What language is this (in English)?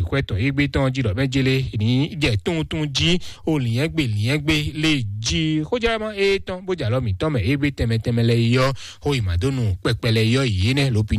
Fon